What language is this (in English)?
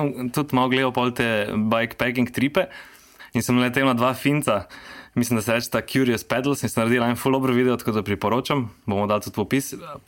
Slovenian